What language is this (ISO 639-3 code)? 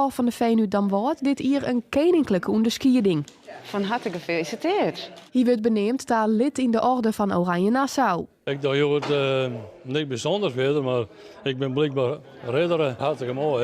fry